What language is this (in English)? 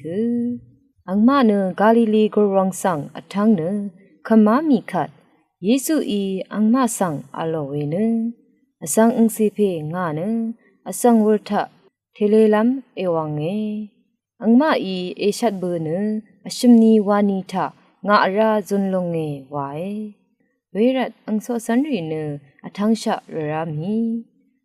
Rawang